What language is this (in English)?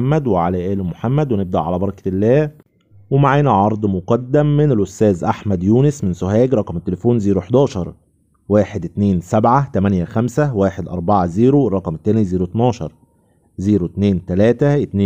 Egyptian Arabic